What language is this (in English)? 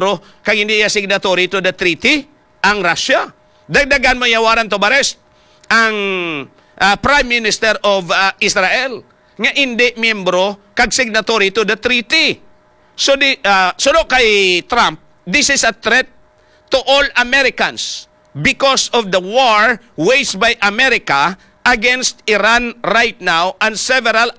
Hiligaynon